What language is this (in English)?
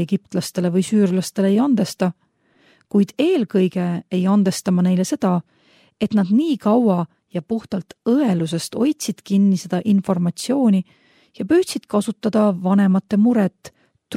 Estonian